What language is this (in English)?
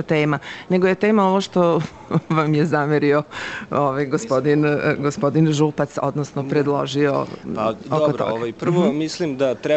Serbian